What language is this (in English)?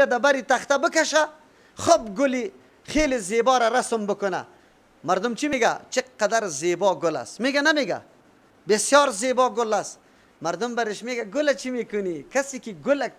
Persian